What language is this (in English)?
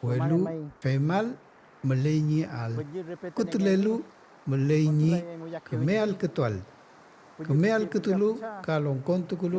Mapuche